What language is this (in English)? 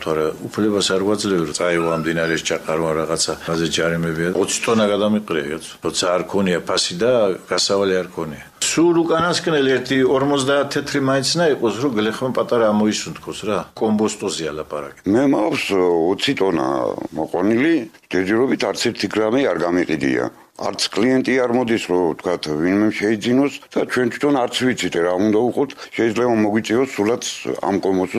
Georgian